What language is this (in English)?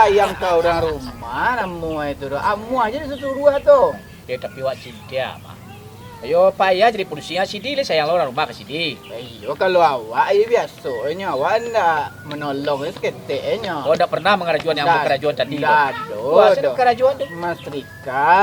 Minangkabau